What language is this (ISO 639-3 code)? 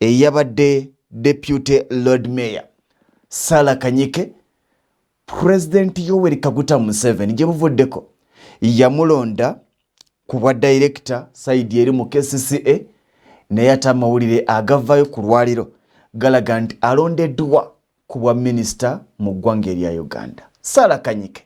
lug